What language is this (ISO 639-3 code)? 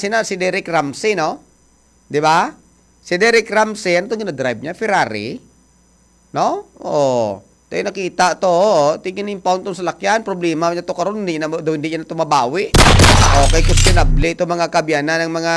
hil